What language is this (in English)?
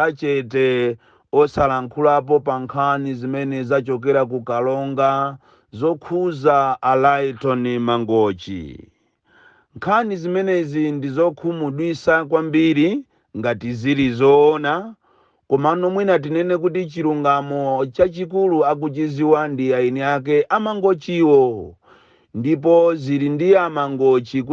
Nyanja